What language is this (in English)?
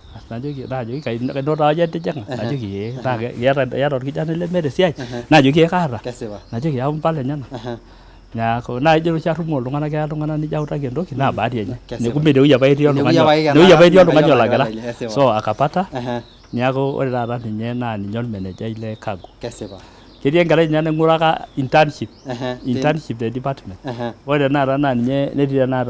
Masai